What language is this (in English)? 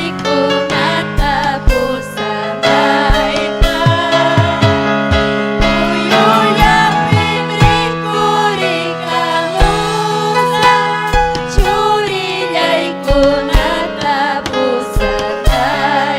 Ayacucho Quechua